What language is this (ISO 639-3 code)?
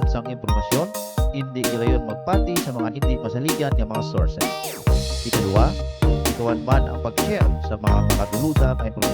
hil